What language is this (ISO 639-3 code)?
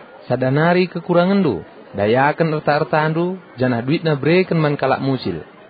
btx